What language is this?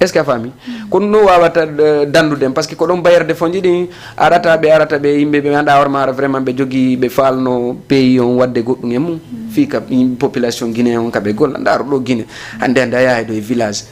Fula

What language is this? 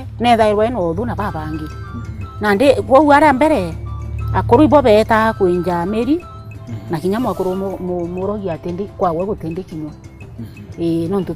Meru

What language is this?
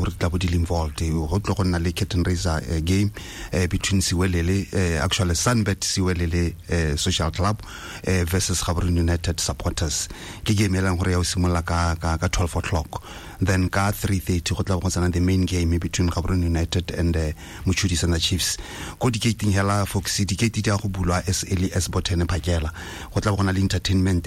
Tswana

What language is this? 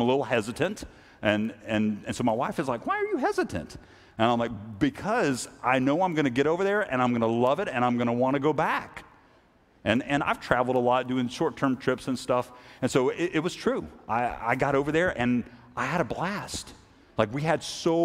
English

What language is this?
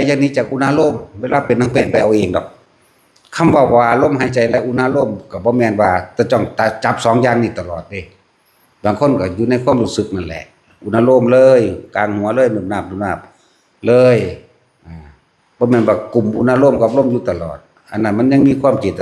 Lao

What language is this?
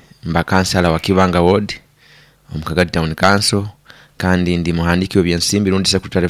Nyoro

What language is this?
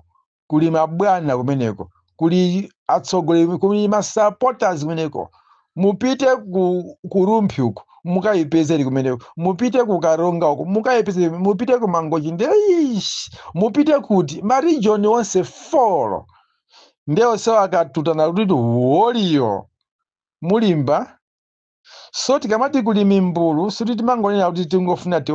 Nyanja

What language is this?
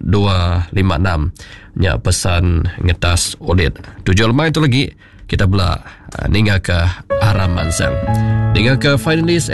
Iban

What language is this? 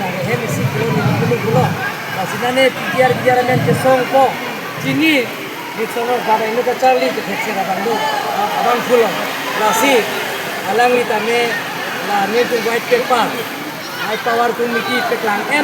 Karbi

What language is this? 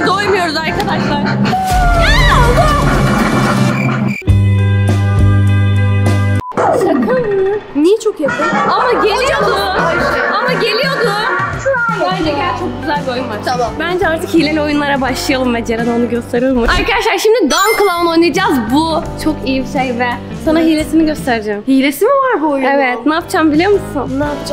Turkish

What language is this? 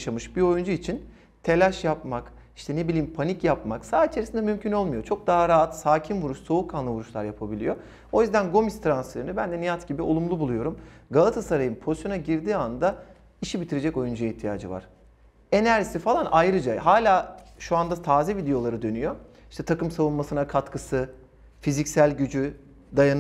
Turkish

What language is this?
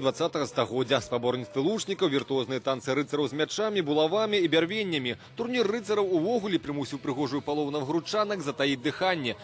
Belarusian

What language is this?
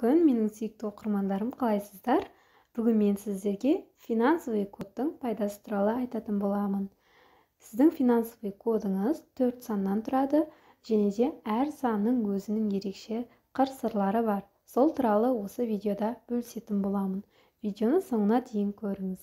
Kazakh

